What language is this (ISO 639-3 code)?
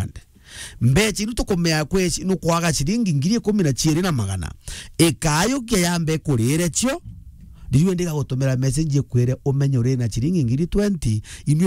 mer